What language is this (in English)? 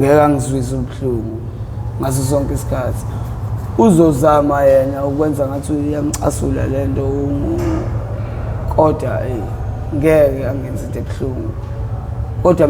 Zulu